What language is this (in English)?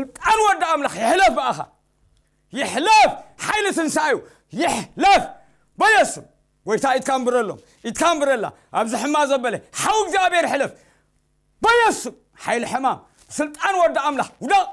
Tigrinya